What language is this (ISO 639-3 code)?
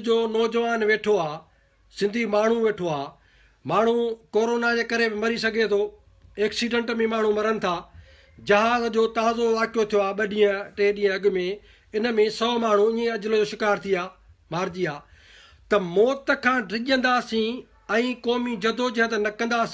snd